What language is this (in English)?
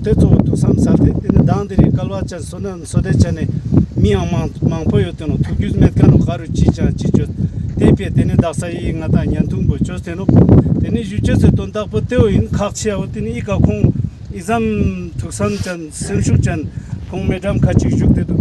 Ladakhi